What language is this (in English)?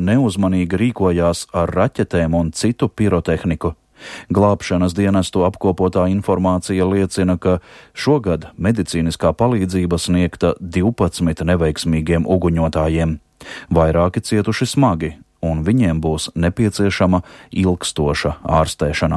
Latvian